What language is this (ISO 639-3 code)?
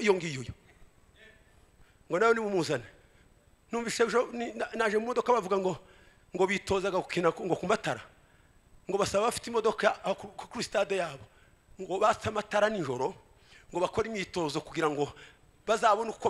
kin